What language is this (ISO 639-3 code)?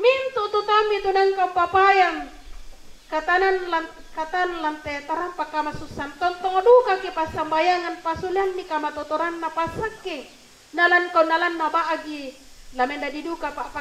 sda